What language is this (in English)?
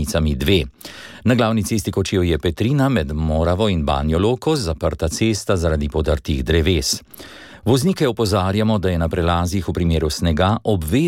Slovenian